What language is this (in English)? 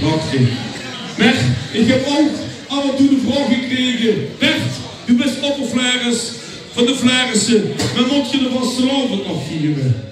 Limburgish